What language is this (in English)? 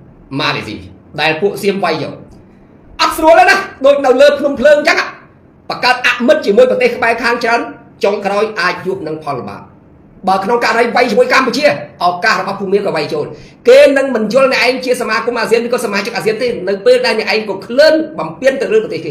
Khmer